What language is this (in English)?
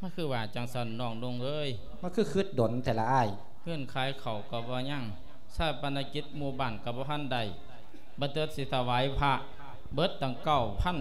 Lao